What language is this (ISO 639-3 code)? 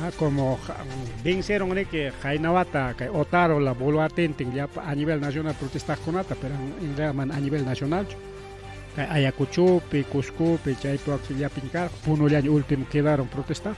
quy